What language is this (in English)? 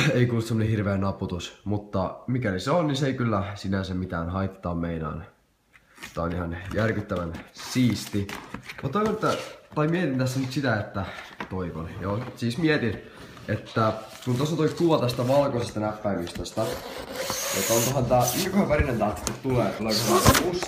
Finnish